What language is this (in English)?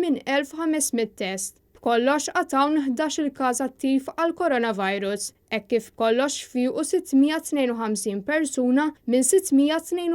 Maltese